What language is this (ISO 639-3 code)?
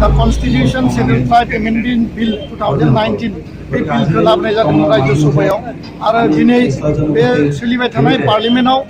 brx